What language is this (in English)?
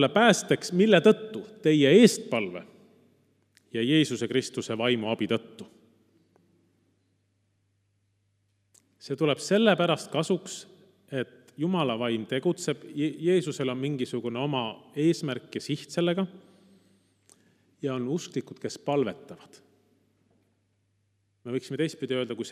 Estonian